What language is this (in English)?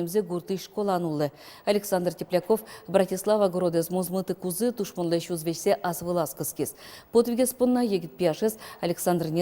Udmurt